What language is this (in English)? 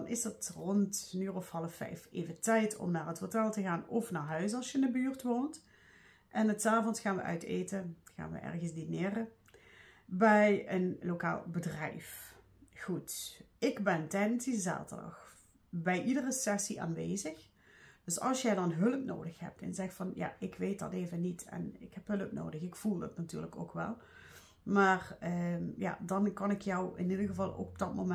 Dutch